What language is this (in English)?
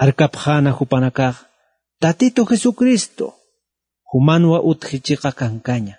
Aymara